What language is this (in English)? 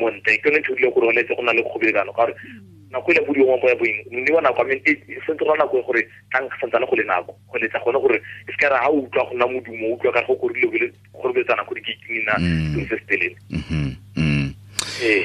Tswana